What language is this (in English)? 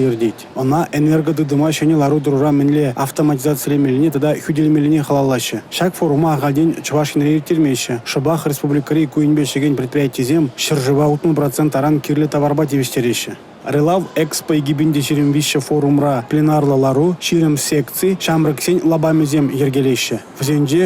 Chuvash